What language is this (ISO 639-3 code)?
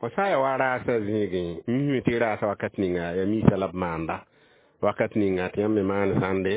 mos